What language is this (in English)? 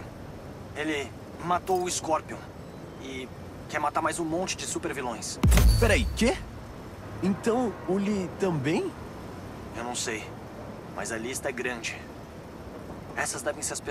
Portuguese